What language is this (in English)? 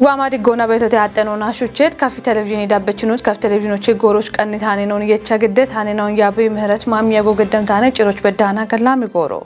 Kafa